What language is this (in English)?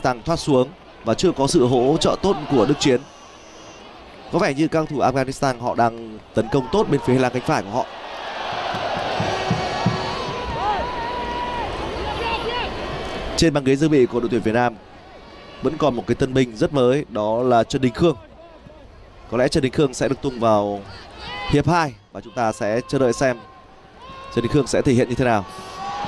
Vietnamese